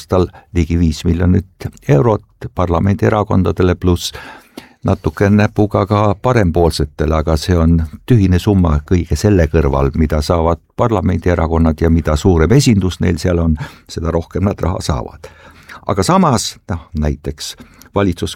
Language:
Estonian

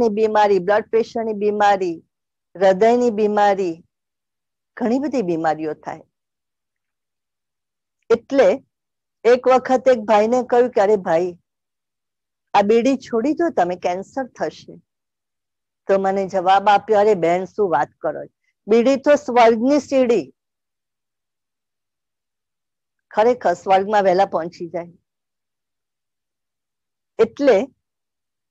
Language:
Gujarati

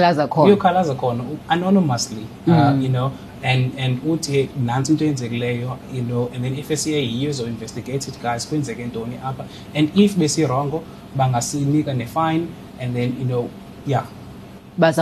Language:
Xhosa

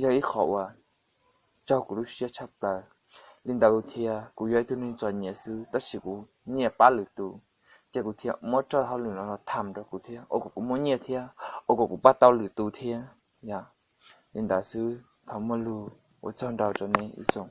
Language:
Hmong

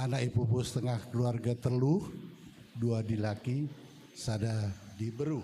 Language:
Batak Karo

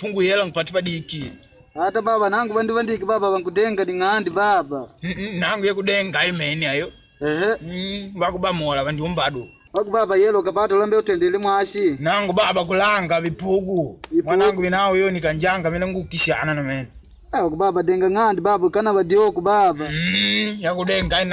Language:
Makonde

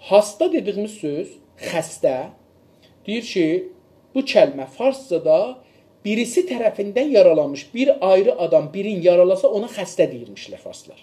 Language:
South Azerbaijani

